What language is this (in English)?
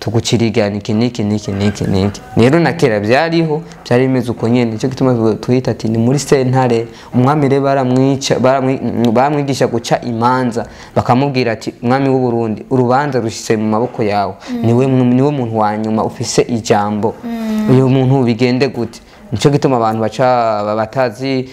Rundi